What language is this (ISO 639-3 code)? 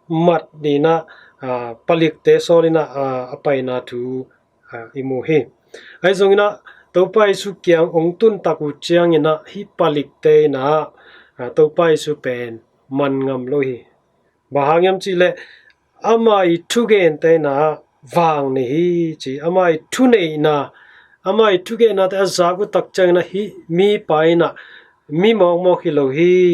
ctd